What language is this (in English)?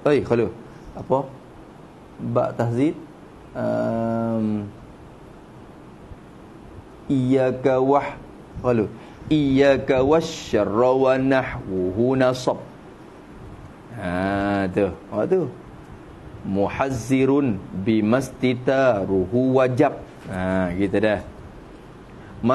Malay